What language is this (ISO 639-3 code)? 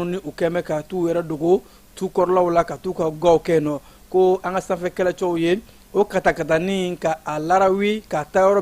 bam